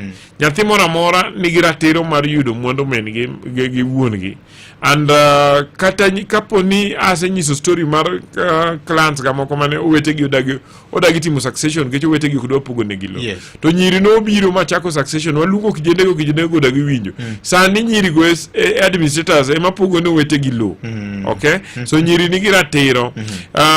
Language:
Luo (Kenya and Tanzania)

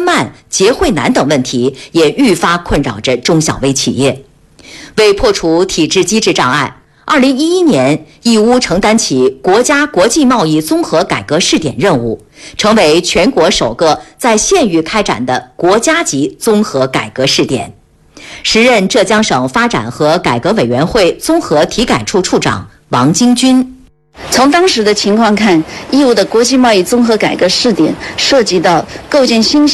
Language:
Chinese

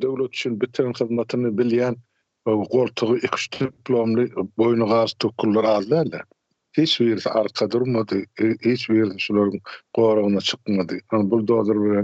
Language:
Turkmen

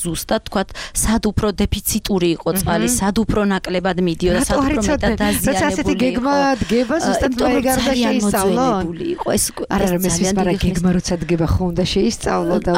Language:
Georgian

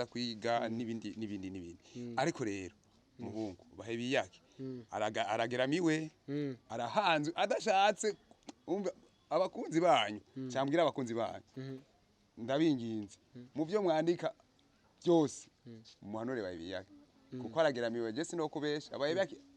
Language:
Rundi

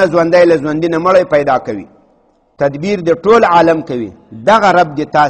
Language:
Pashto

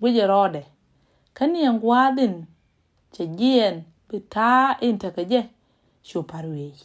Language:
Nuer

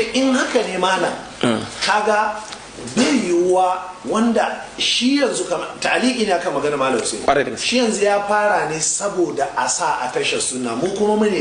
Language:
Hausa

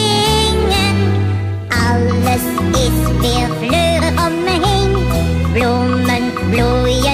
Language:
Dutch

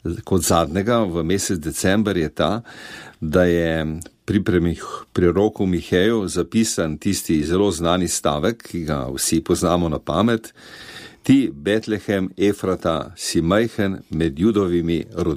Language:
Slovenian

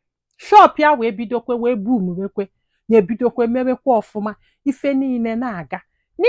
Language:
Igbo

